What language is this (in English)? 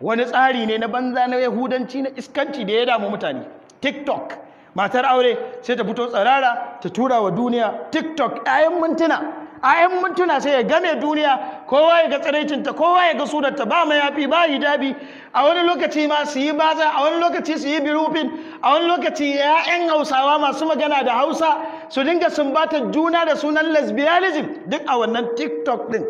Hausa